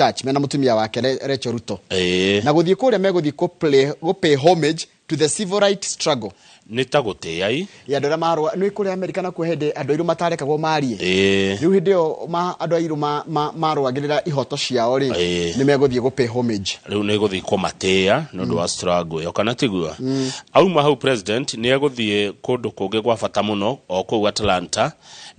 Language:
Kikuyu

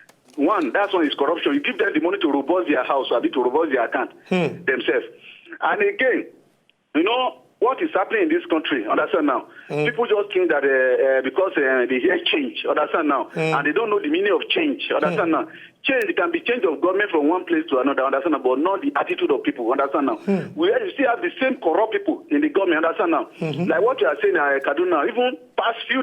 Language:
Nigerian Pidgin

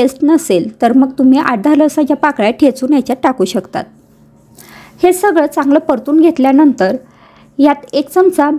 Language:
Marathi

